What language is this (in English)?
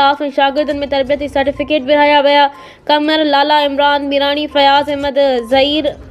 Sindhi